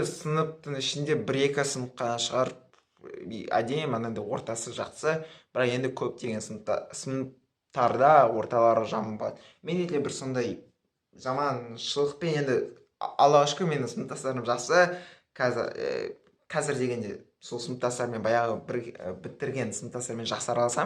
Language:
Kazakh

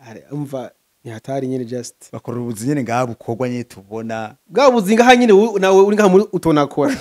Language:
Rundi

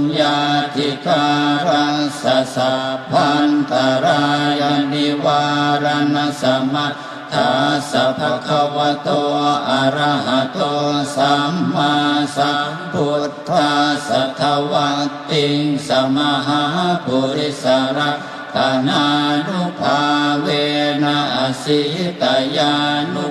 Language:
Pali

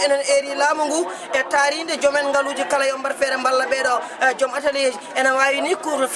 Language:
Fula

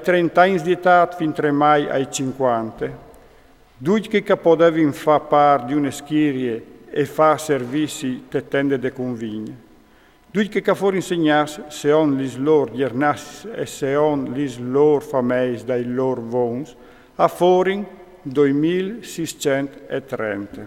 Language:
Friulian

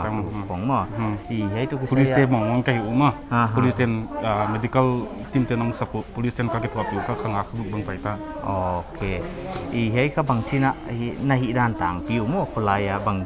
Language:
Paite Chin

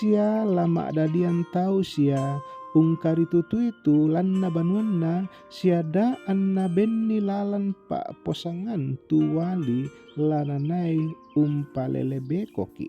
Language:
Toraja-Sa'dan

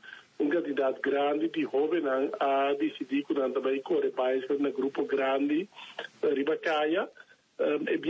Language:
Papiamento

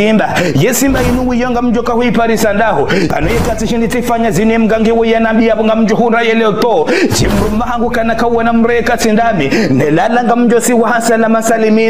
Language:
Ngazidja Comorian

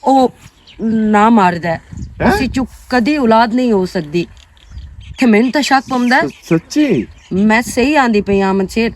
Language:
Western Panjabi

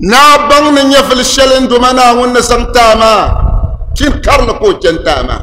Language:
Dagbani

